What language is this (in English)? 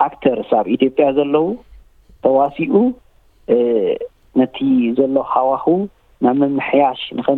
Tigrinya